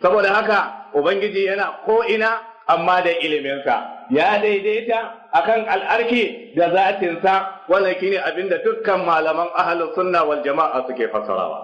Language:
Hausa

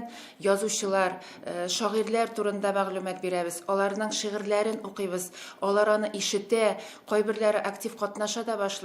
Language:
Tatar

